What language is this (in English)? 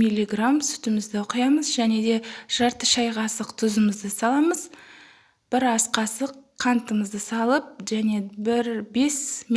Kazakh